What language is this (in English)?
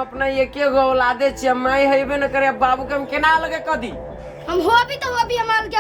Maithili